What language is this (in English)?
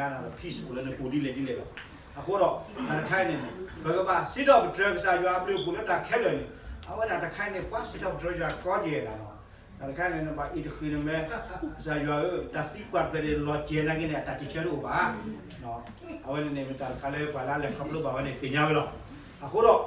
S'gaw Karen